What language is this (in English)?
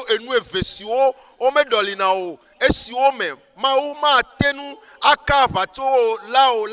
Ewe